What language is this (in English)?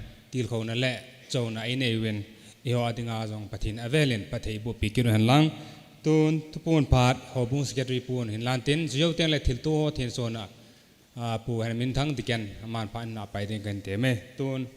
Thado Chin